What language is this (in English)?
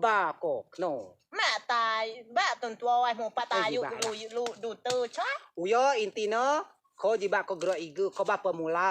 Rejang